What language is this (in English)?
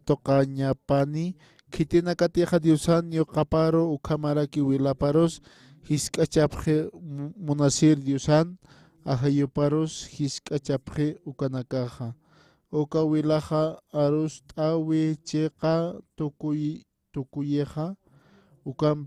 Aymara